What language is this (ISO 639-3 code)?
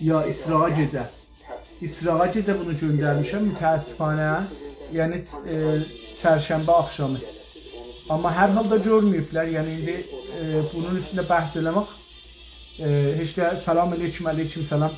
azb